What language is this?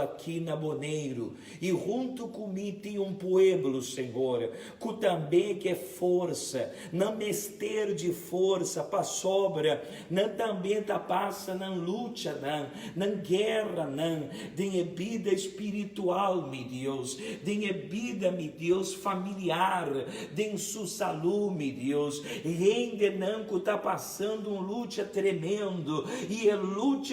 Papiamento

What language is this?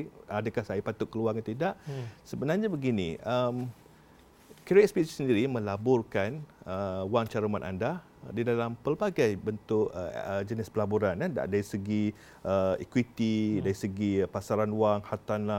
Malay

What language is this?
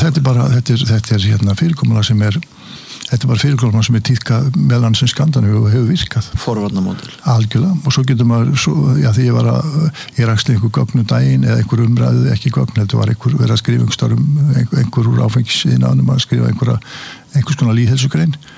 Icelandic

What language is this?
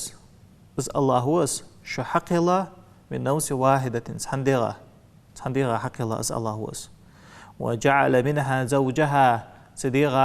Ingush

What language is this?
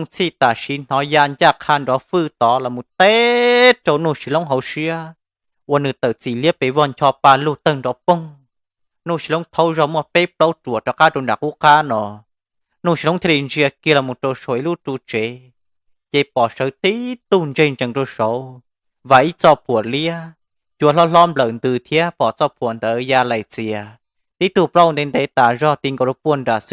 Hmong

